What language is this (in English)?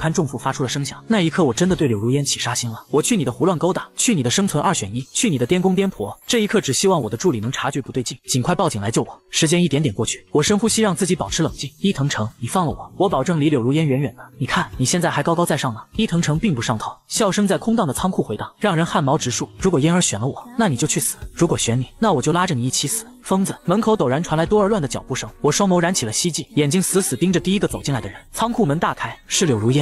Chinese